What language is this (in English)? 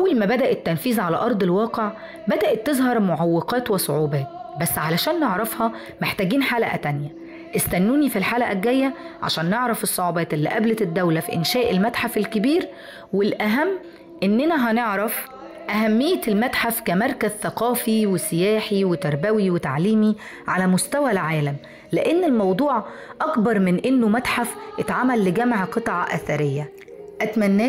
Egyptian Arabic